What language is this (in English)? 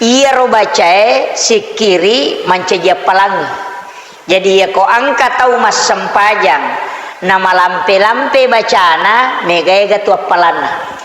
Buginese